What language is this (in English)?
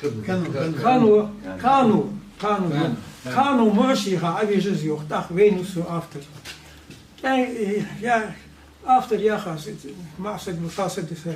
Ingush